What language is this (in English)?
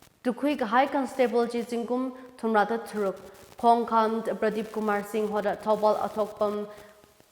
Tangkhul Naga (India)